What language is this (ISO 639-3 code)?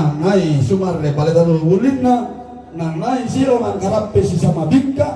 sda